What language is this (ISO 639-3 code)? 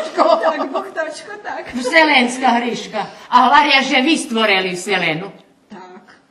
rue